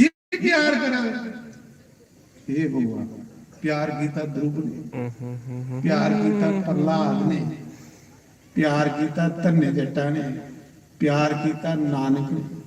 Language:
Dogri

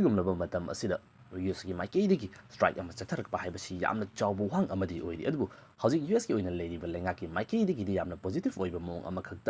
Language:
Manipuri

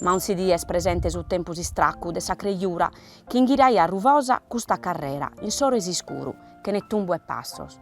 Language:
Sardinian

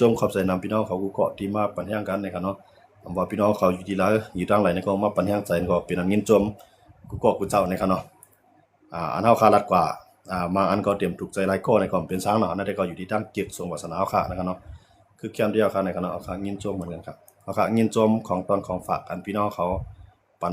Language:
Shan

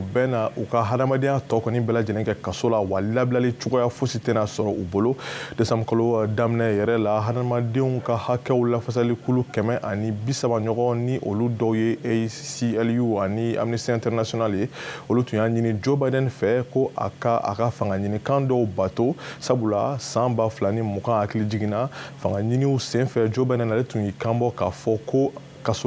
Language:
Bambara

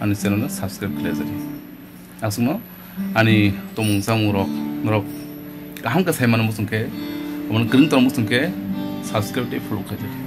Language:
Kok Borok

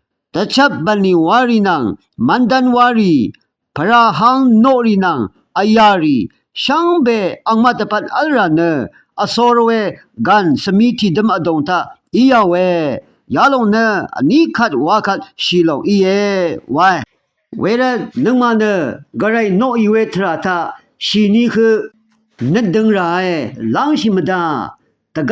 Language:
Rawang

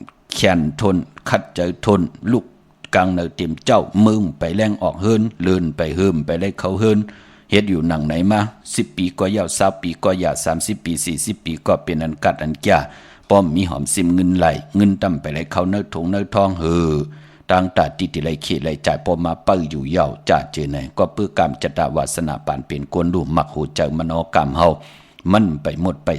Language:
Shan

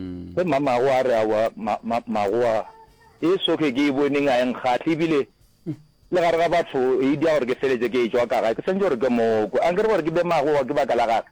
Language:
Northern Sotho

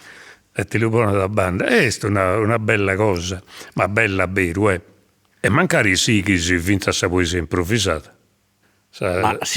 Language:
Sardinian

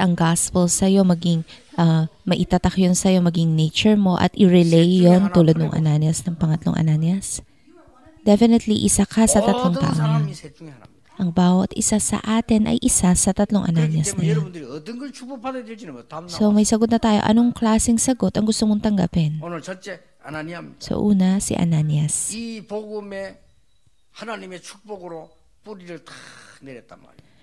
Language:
Filipino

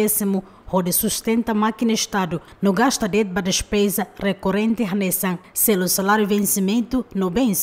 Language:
Tetum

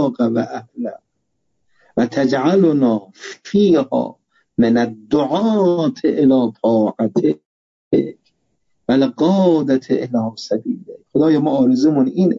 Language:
Persian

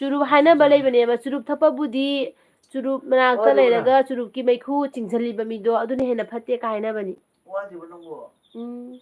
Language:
Manipuri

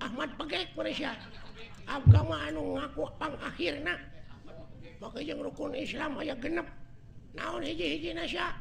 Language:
Sundanese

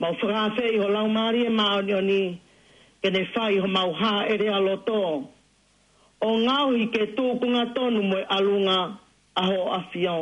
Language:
Tongan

